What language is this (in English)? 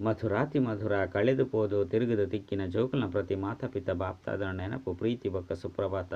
Tulu